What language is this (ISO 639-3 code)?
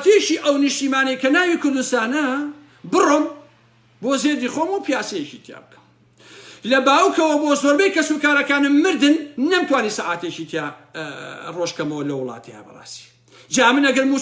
ckb